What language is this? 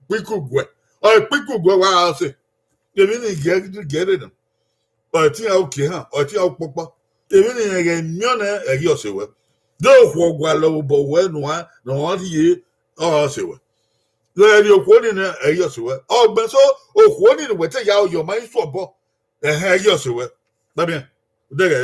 Bini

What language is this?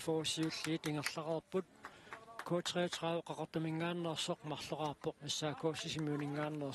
Kalaallisut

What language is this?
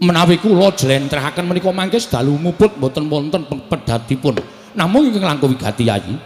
Javanese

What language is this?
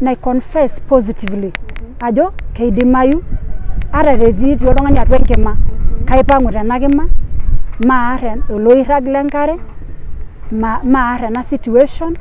Masai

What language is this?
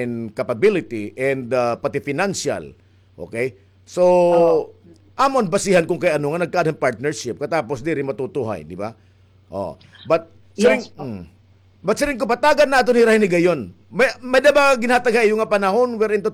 Waray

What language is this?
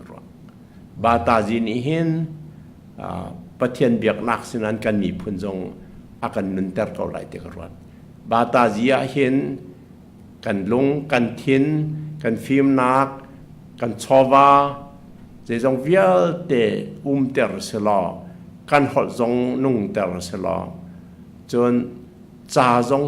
Hakha Chin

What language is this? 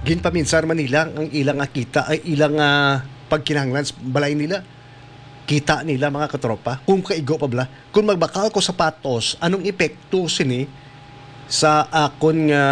Hiligaynon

